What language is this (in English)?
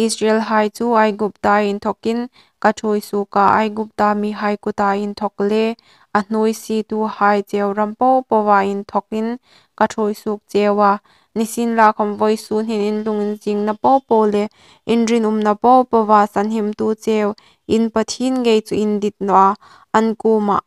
Hmar